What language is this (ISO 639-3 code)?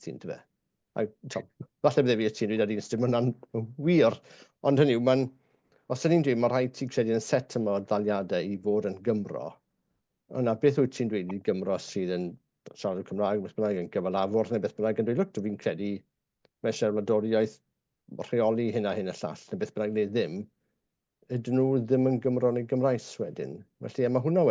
cym